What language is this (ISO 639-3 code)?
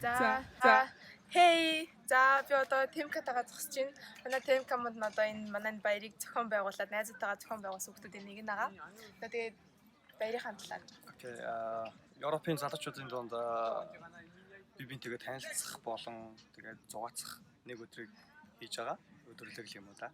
mon